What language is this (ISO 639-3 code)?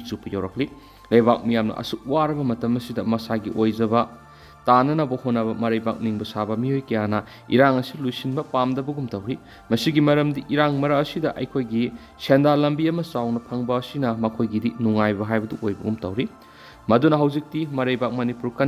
mni